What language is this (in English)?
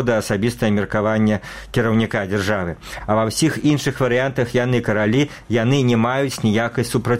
Belarusian